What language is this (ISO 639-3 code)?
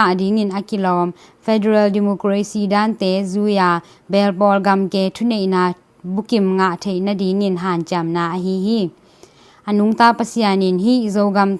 ctd